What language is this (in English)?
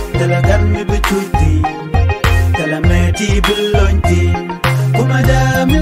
Nuer